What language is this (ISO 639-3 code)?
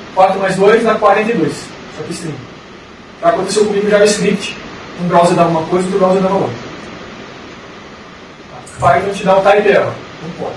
por